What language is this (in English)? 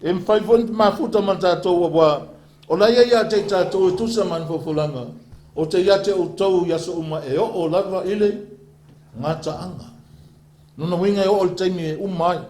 Samoan